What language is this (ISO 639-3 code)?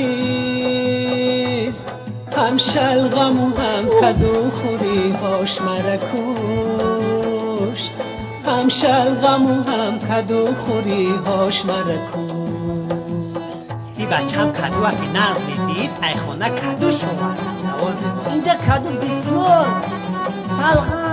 tgk